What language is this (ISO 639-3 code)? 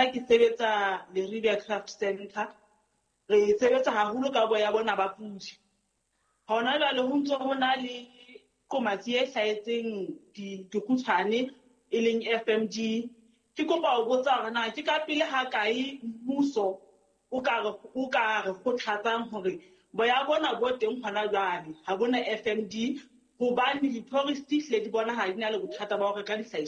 sot